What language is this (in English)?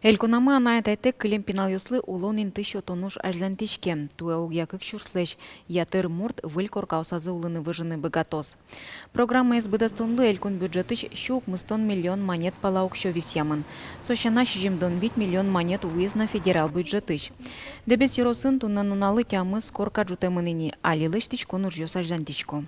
Udmurt